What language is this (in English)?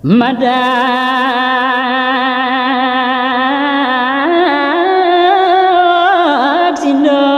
Balinese